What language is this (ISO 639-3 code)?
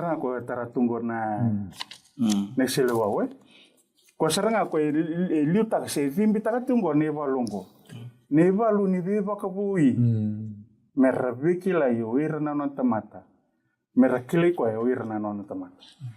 fij